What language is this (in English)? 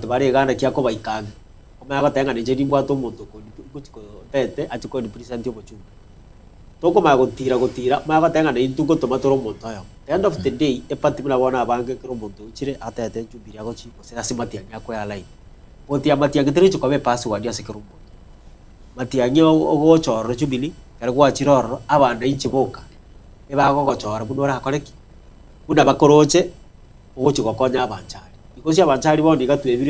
Gusii